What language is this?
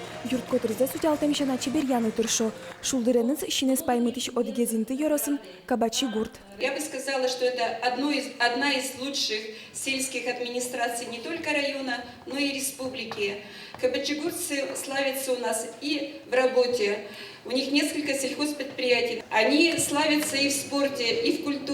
Udmurt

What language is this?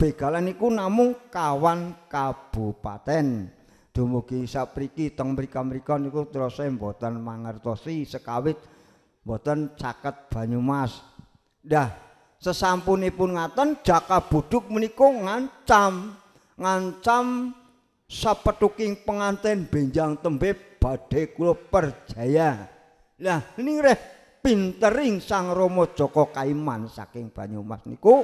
Javanese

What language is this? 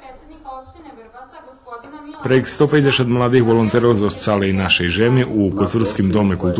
Rusyn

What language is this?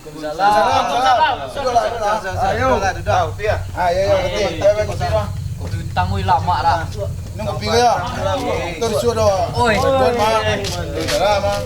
Minangkabau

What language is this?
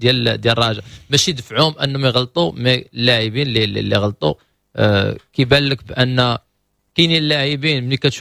Moroccan Arabic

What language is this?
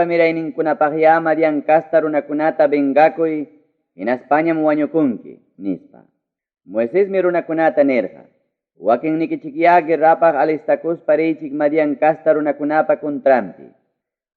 Ayacucho Quechua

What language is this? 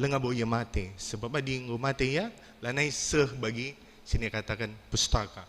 Batak Karo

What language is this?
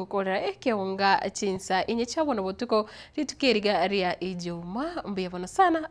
Gusii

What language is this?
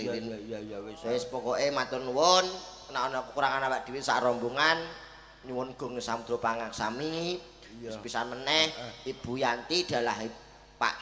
Javanese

